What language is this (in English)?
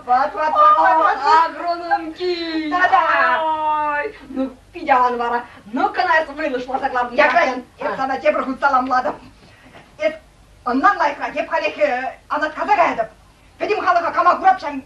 Chuvash